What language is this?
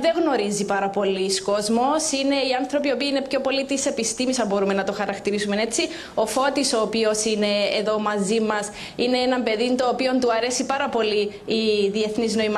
Greek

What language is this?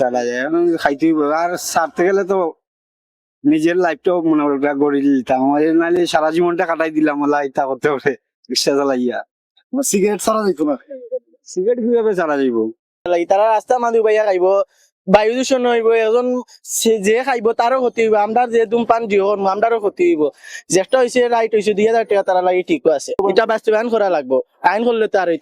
Sylheti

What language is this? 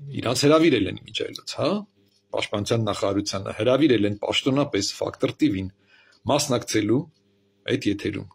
Armenian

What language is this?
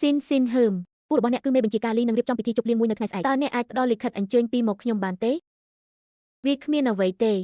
Khmer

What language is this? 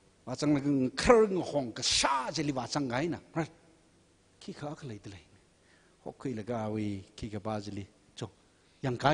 Tangkhul Naga (India)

